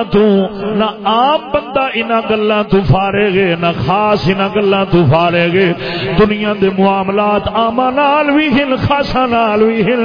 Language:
Saraiki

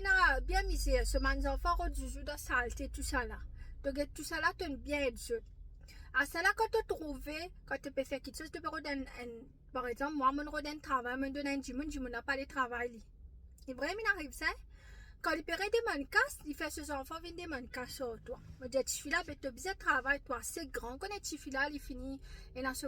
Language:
Morisyen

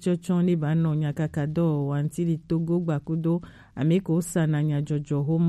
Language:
Gen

